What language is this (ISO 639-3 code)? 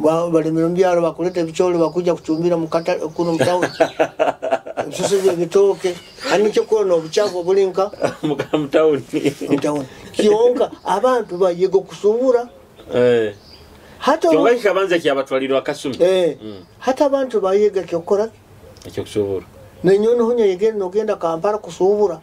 nyo